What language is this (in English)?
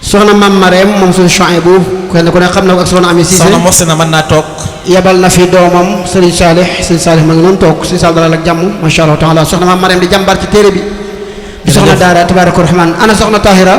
Wolof